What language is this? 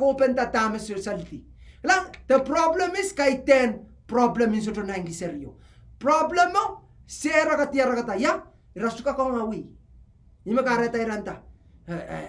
Pohnpeian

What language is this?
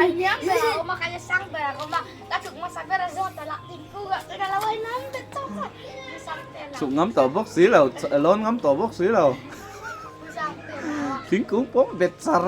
Mizo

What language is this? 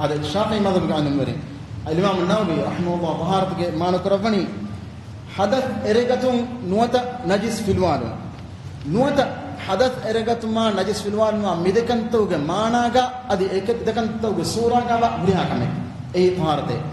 Divehi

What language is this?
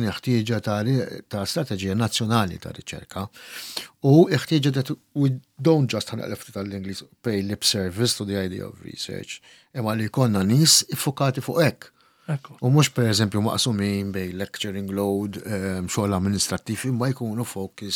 Maltese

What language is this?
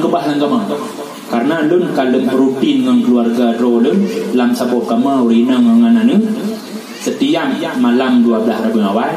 Achinese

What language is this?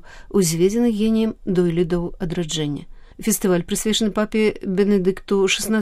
Belarusian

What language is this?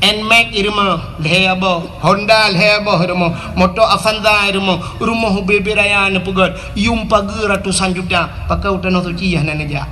Achinese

